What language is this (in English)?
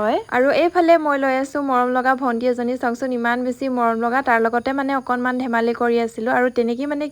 Assamese